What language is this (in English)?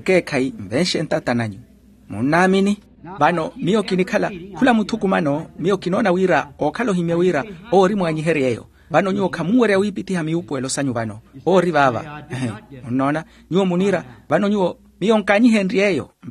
Makhuwa